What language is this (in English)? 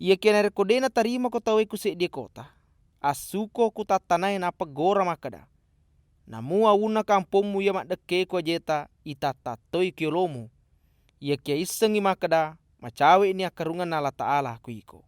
Buginese